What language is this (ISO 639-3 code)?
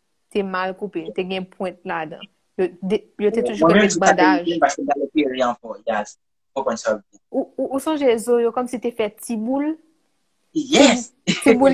hat